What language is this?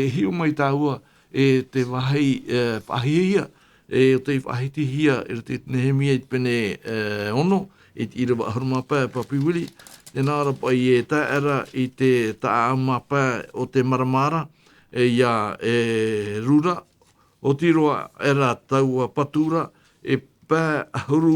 Tahitian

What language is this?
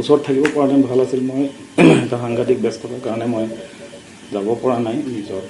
Assamese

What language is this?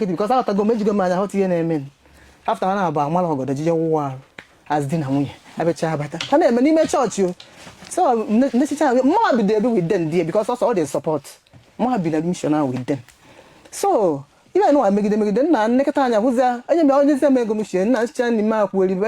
Igbo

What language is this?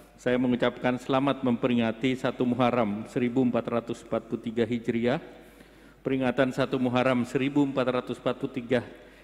Indonesian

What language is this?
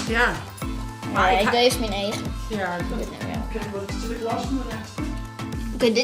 Western Frisian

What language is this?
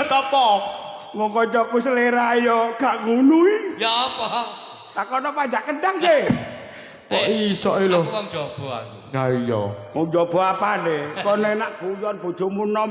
Javanese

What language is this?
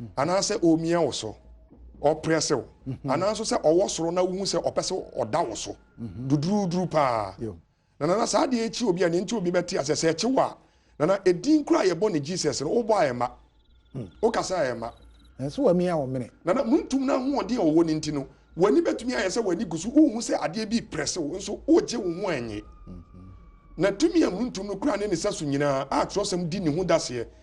Akan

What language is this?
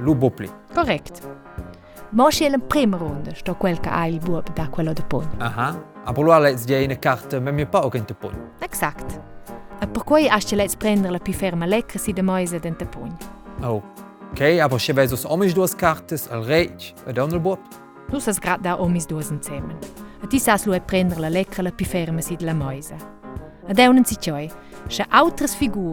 Romansh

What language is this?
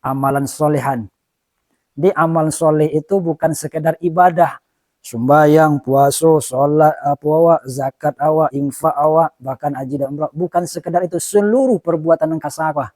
Minangkabau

